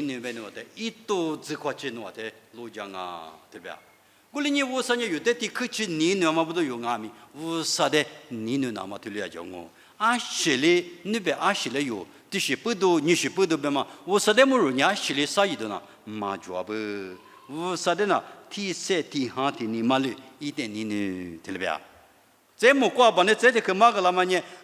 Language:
Lisu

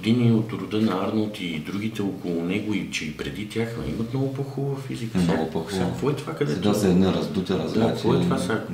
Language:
Bulgarian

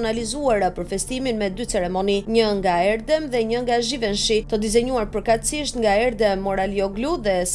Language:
Albanian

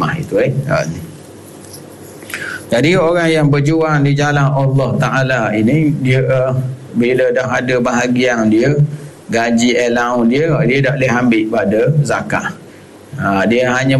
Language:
Malay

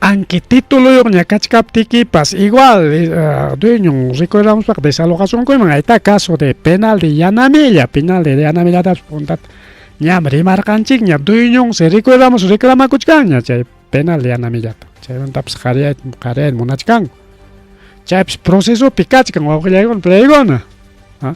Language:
Ayacucho Quechua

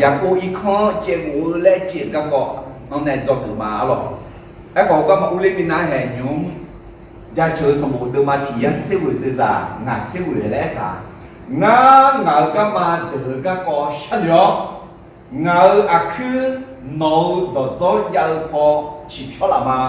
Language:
Akha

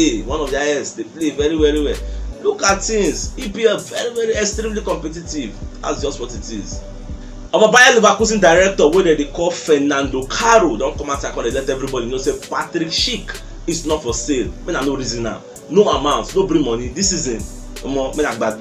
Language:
Nigerian Pidgin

